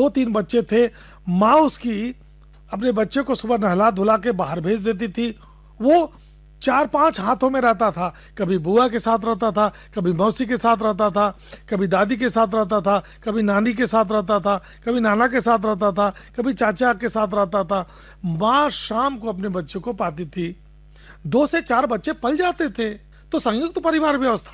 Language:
Hindi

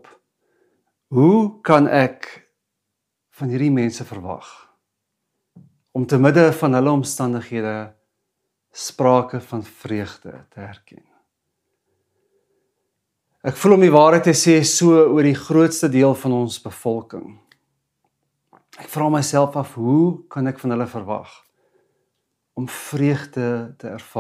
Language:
Afrikaans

